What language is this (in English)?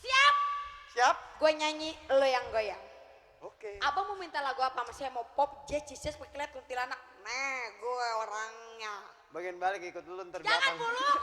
Betawi